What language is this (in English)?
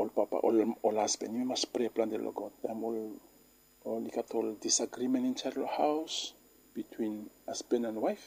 Bislama